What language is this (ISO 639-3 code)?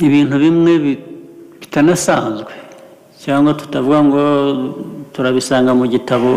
kin